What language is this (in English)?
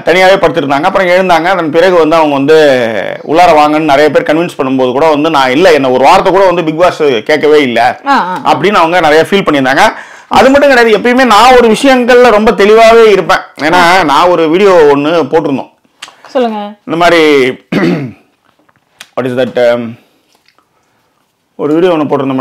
Tamil